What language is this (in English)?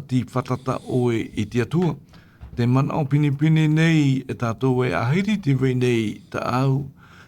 Tahitian